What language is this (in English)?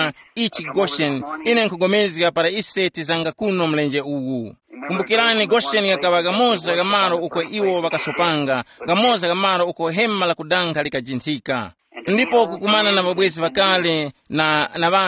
Tumbuka